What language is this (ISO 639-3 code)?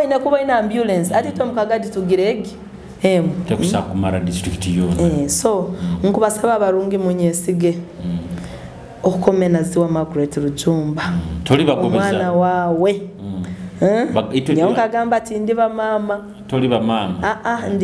nyo